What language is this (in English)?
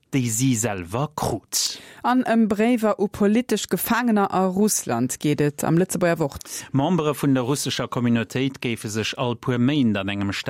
Luxembourgish